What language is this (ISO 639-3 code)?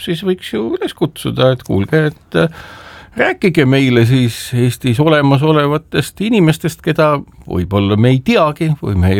est